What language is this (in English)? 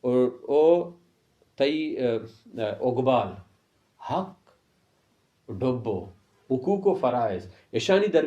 Baluchi